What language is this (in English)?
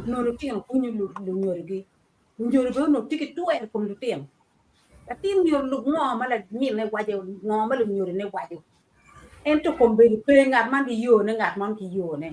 Acoli